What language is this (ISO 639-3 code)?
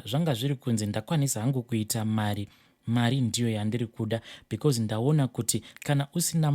sna